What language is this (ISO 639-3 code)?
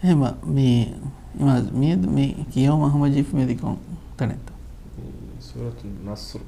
div